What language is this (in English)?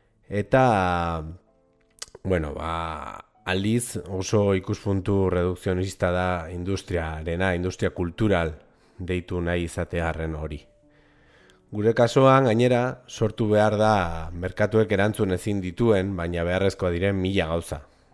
Basque